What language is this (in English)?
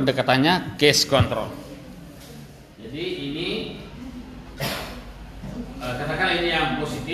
Indonesian